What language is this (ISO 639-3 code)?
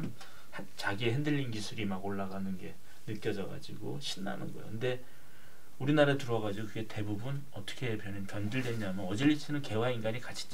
kor